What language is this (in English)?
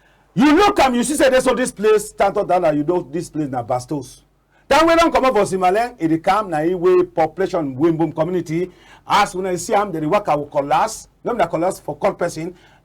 Cameroon Pidgin